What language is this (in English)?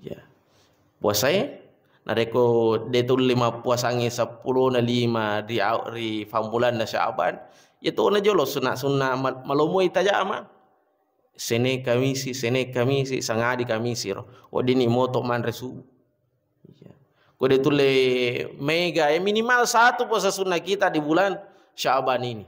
Buginese